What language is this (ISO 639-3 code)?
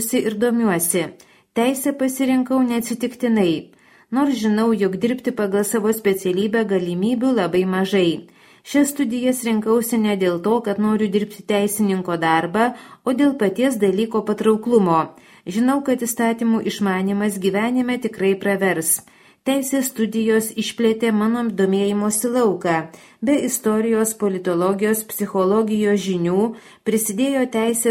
lit